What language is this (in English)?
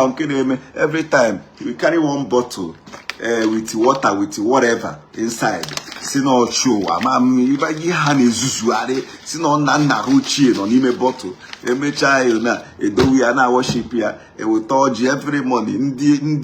Igbo